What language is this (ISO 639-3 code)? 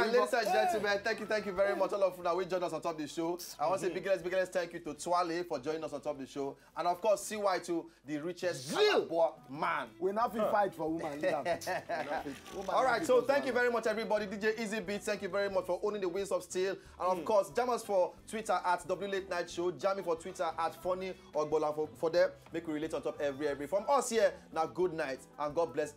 pcm